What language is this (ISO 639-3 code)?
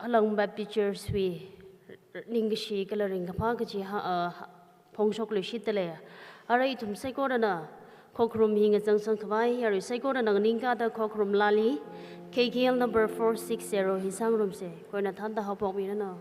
nmf